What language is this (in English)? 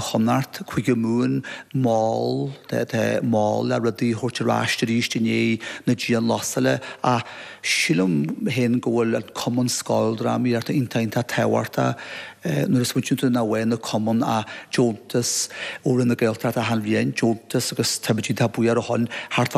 Irish